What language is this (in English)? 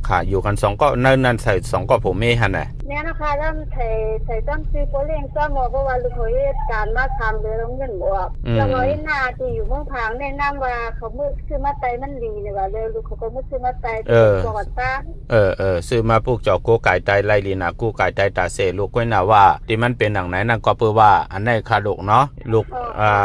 Shan